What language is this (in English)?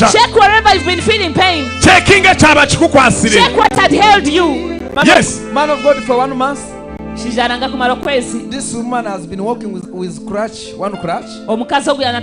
Nyankole